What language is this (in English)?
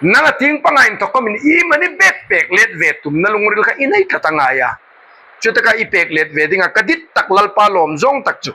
Hmar